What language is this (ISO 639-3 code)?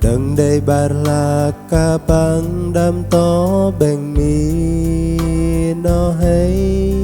bdq